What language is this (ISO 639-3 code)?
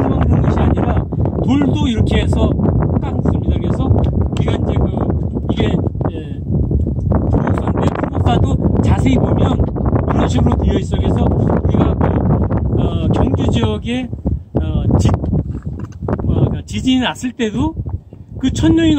kor